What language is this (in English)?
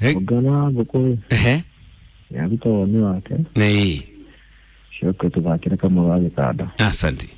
Kikuyu